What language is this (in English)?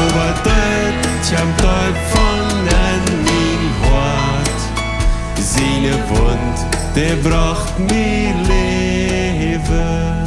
Plautdietsch